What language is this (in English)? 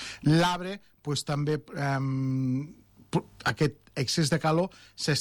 Catalan